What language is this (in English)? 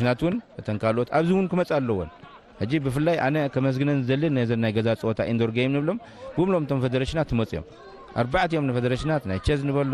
Tigrinya